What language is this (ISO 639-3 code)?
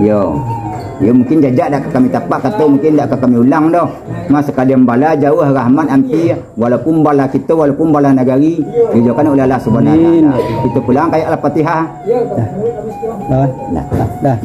min